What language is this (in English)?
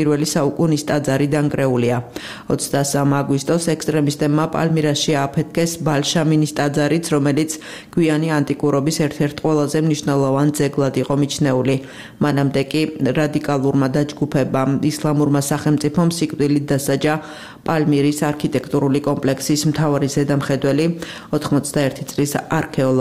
Georgian